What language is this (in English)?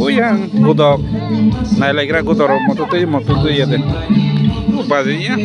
Kok Borok